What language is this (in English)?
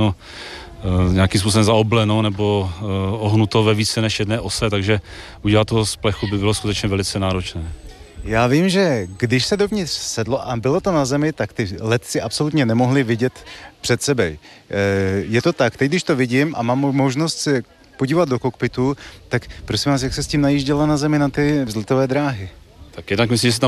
Czech